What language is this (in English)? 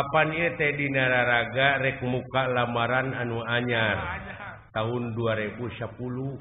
Sundanese